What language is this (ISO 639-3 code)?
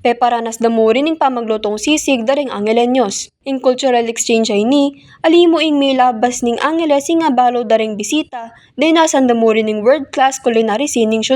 pam